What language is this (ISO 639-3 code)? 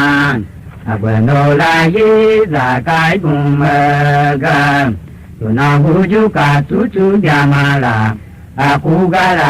tiv